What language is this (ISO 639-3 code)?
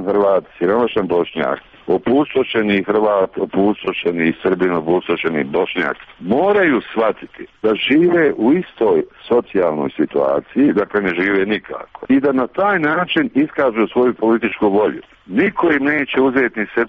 srp